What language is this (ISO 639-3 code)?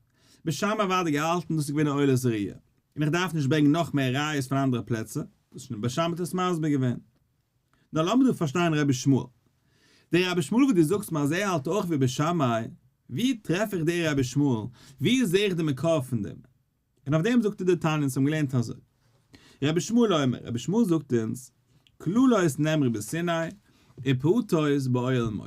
yid